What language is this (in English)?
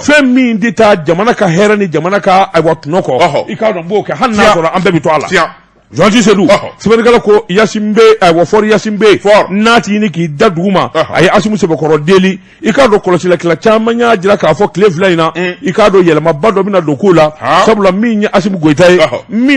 Bambara